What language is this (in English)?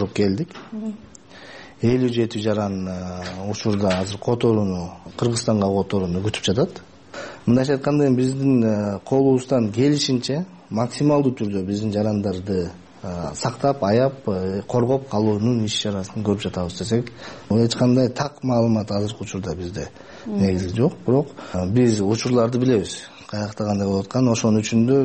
Kyrgyz